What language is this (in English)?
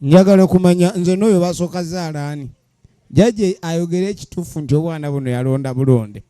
Ganda